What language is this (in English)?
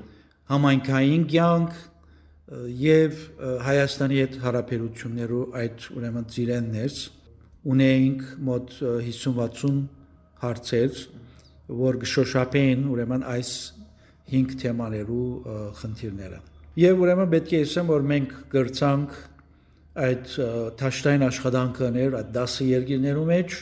Western Armenian